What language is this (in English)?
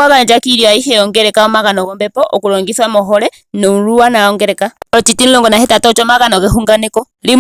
Ndonga